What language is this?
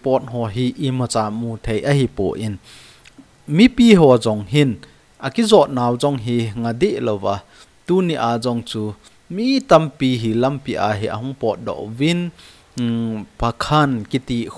Thado Chin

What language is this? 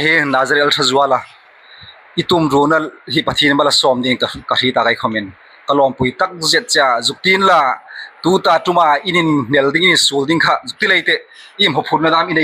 Hmar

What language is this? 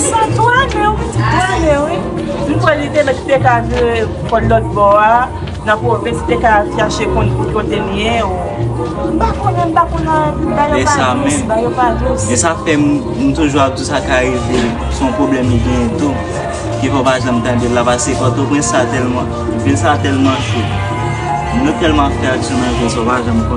Haitian Creole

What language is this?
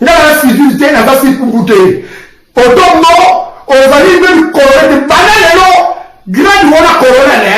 Lingala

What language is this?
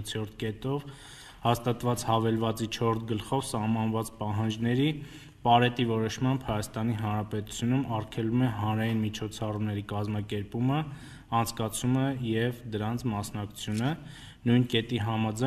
Armenian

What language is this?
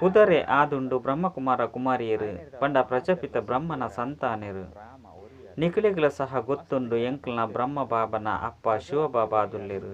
Tulu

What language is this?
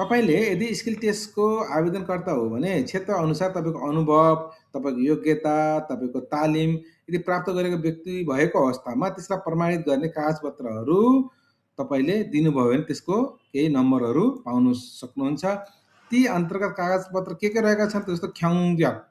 Nepali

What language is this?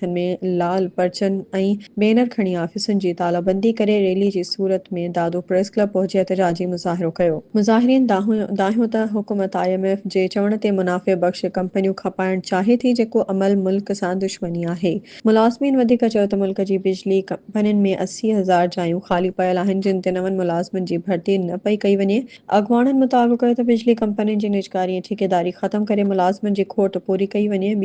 Sindhi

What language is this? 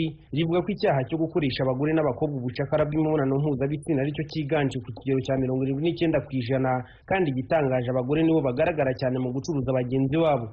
Kinyarwanda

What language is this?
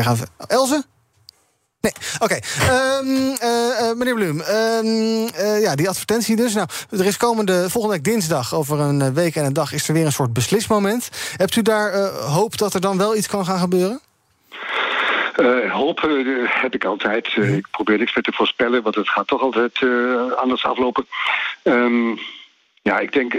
Dutch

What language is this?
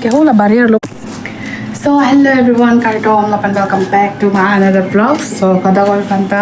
Karbi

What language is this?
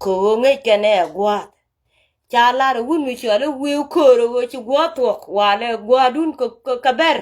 Nuer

